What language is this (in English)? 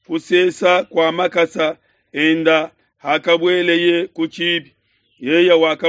Luba-Lulua